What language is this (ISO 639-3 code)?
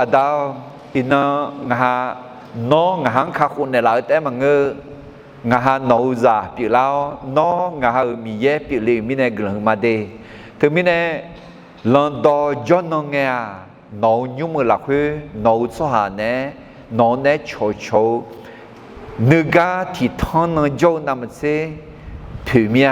ahk